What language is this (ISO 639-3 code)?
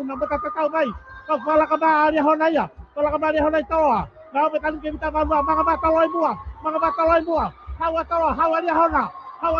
ton